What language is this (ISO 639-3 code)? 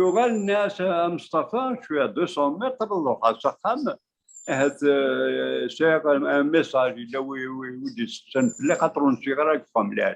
kab